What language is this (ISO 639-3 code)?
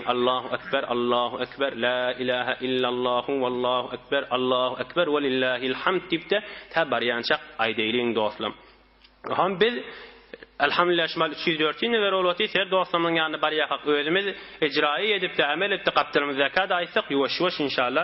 tuk